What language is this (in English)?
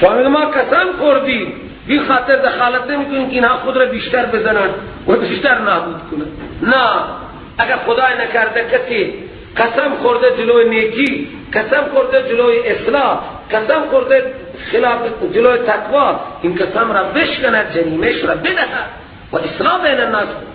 Persian